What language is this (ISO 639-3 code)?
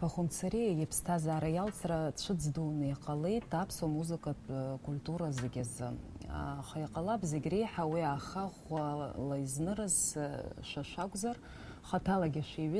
abk